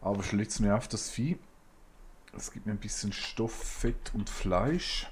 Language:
Swiss German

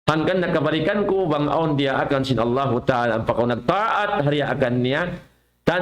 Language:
Tausug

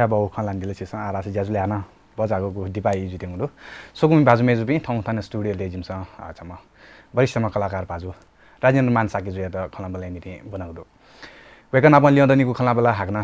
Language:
Newari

